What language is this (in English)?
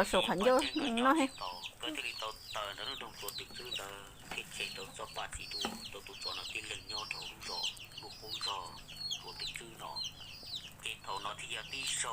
Hmong